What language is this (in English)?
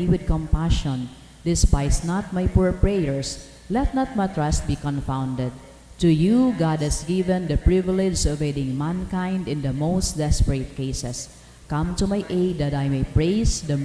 Bikol